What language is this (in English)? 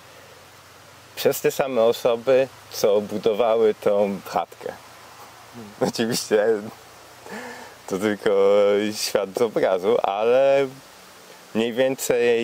Polish